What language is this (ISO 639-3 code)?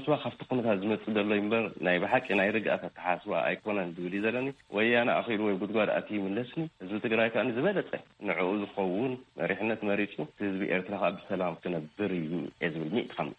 tir